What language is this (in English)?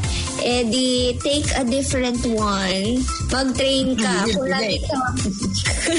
Filipino